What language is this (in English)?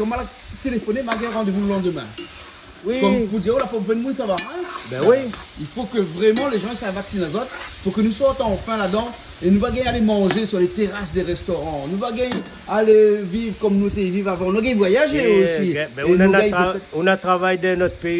Réunion Creole French